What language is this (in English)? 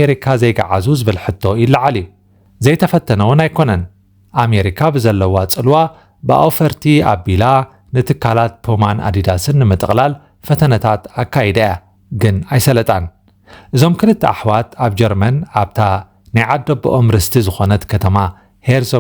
Tigrinya